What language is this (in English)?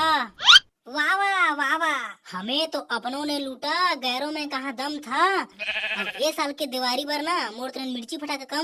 Chhattisgarhi